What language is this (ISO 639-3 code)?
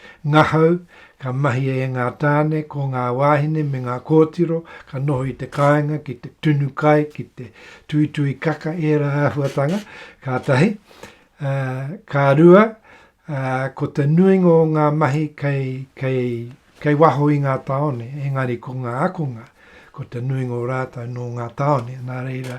mri